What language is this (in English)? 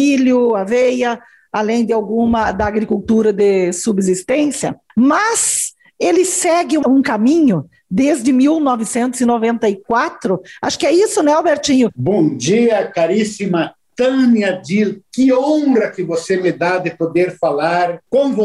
Portuguese